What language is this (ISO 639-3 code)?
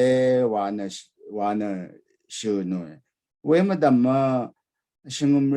raw